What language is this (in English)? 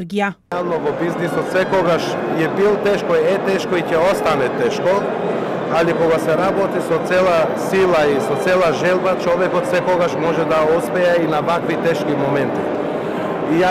Macedonian